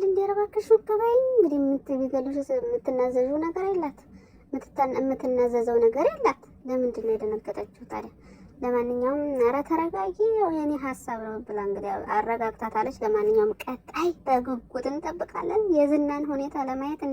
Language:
Amharic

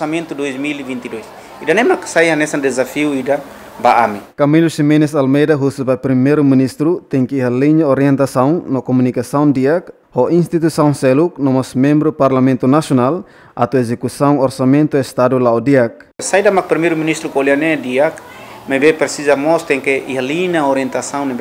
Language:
Tetum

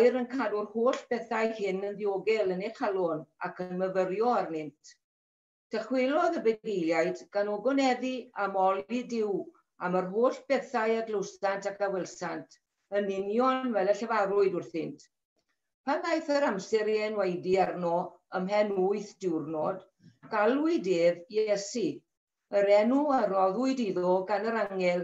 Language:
Welsh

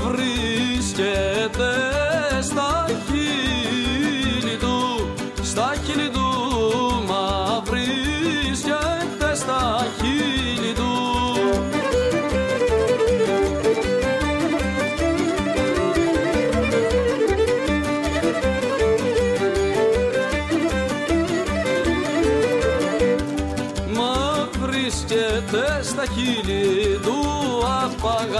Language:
Greek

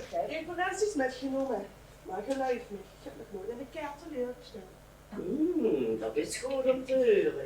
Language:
Limburgish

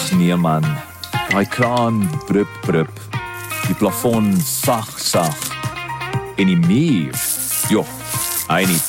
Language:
Afrikaans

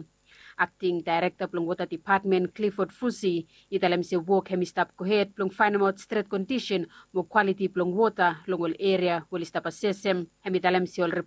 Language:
Bislama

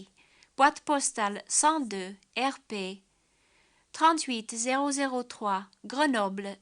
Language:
Kabyle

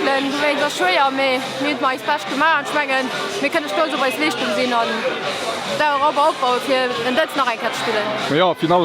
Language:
Luxembourgish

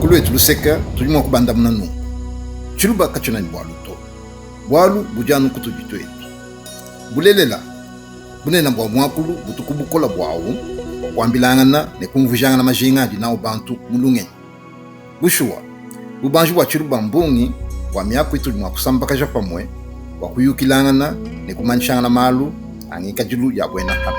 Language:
Luba-Lulua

